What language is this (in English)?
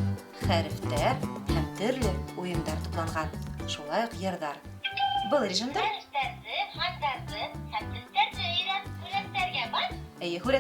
Bashkir